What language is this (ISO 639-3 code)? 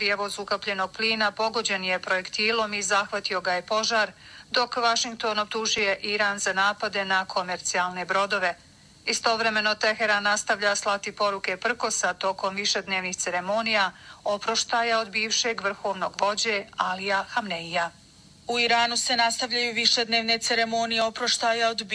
bos